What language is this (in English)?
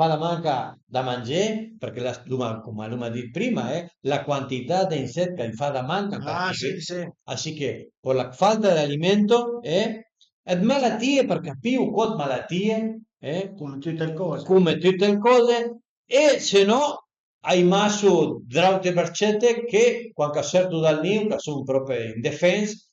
Piedmontese